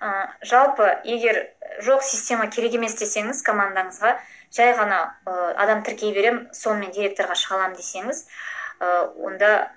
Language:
Kazakh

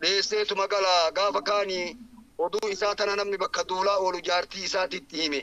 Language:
Oromo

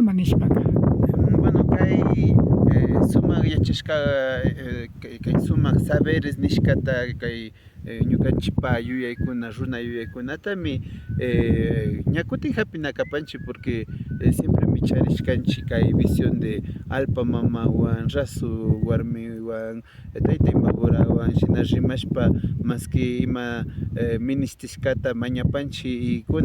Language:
Imbabura Highland Quichua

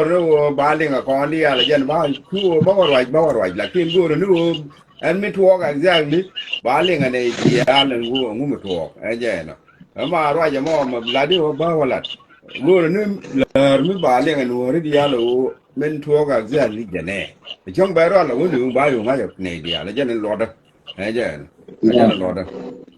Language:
Nuer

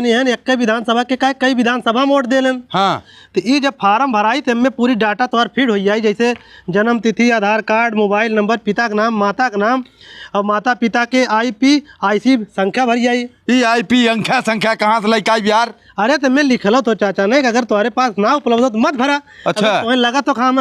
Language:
Bhojpuri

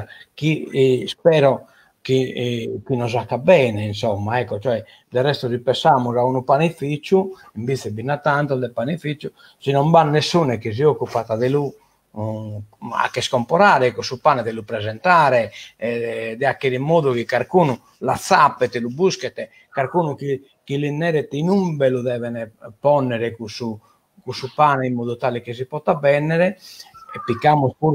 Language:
Sardinian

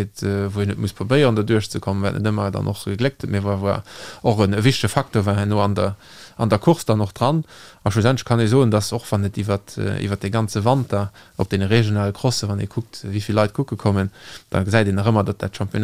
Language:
Luxembourgish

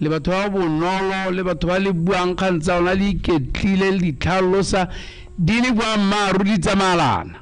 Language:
Tswana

